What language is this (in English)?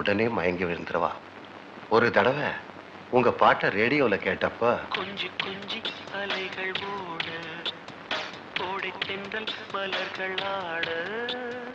Tamil